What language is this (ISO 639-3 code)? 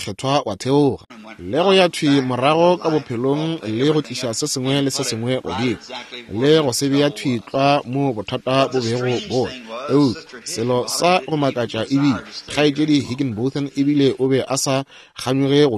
nso